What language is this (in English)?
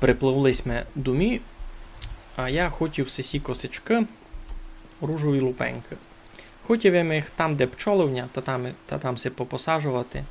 Rusyn